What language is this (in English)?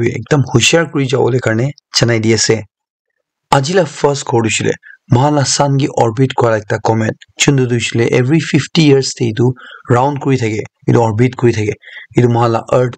Naga Pidgin